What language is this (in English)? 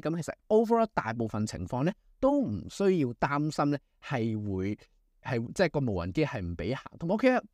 Cantonese